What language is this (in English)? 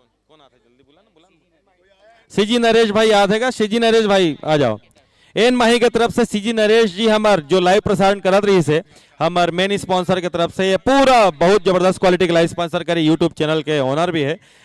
Chhattisgarhi